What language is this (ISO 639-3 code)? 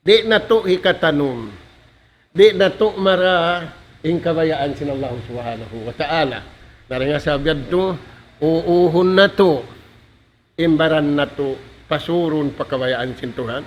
tsg